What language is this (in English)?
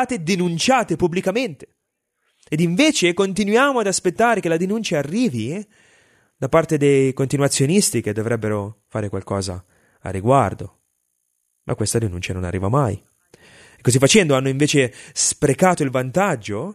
Italian